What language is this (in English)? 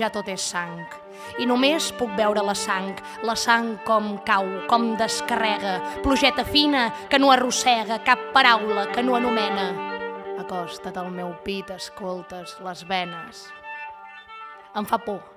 Catalan